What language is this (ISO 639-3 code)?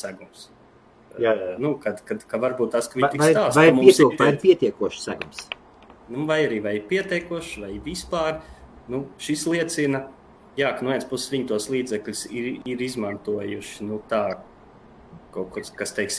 lav